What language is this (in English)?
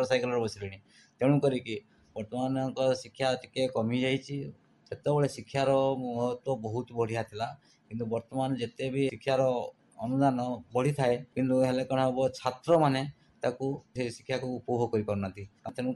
Odia